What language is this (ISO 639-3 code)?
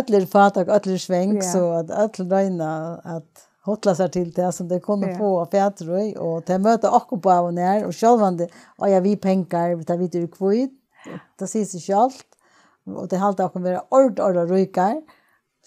fao